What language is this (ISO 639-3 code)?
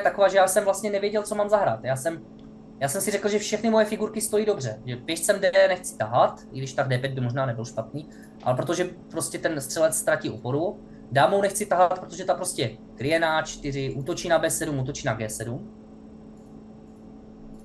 ces